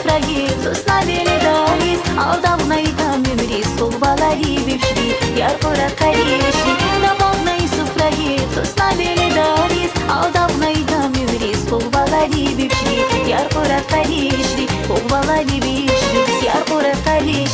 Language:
Tabassaran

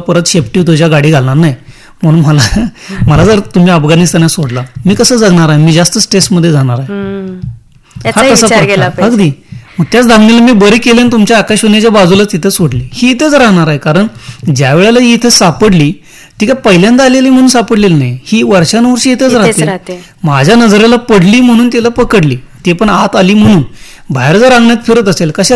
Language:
Marathi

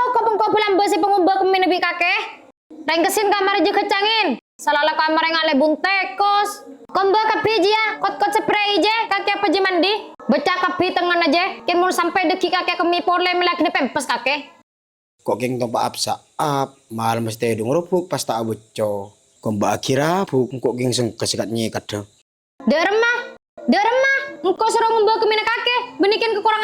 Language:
Madurese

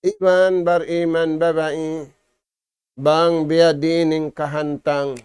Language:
Tausug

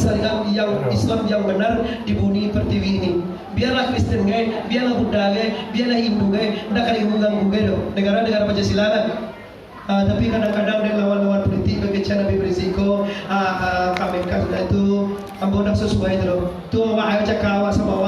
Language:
Minangkabau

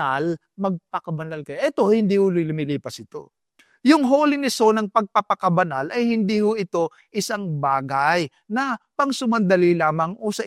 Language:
Filipino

